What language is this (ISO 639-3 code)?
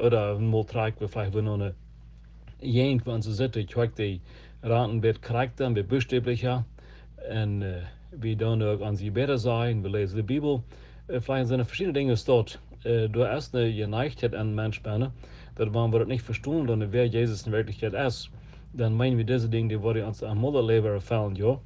pdt